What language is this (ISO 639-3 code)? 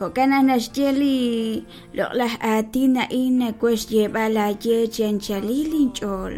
kek